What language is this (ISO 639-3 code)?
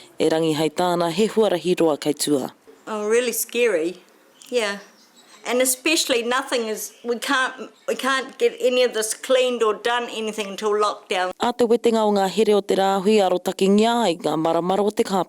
mri